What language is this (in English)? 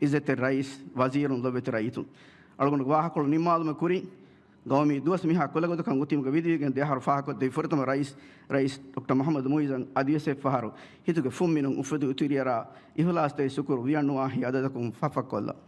Divehi